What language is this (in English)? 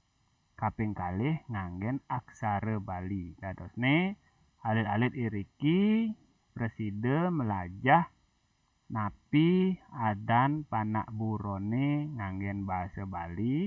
Balinese